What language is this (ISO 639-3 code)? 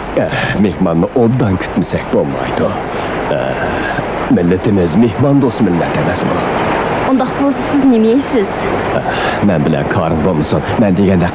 uig